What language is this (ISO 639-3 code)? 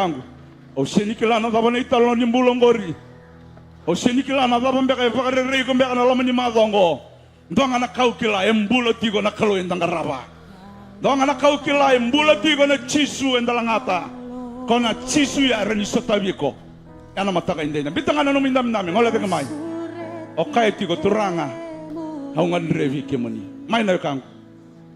fij